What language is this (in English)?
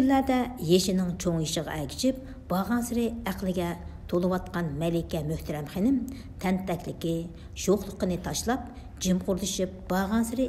Uyghur